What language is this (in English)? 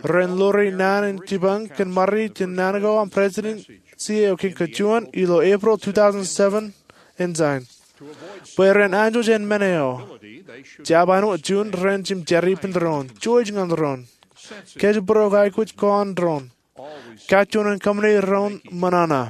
Marshallese